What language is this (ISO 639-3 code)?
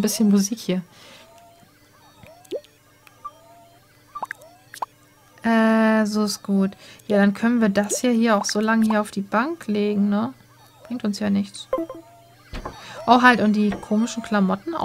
deu